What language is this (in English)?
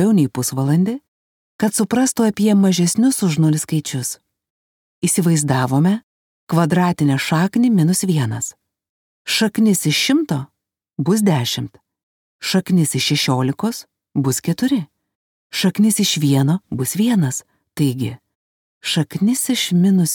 Lithuanian